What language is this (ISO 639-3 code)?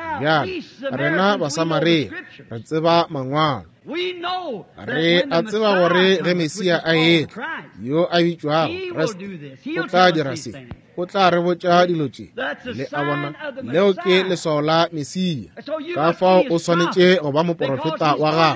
nso